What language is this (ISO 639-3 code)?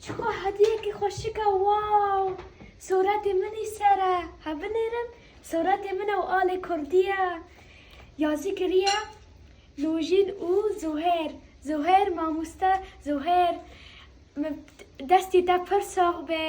kur